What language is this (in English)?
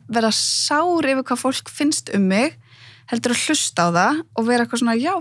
Icelandic